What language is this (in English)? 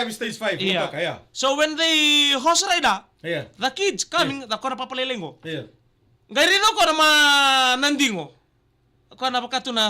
Fijian